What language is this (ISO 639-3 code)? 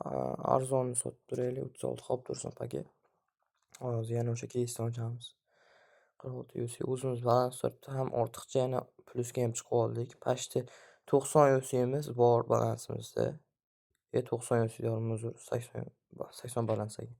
uzb